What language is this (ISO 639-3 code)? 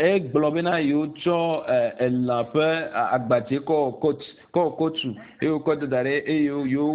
ewe